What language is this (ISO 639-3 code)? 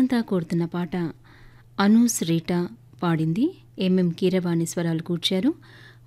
tel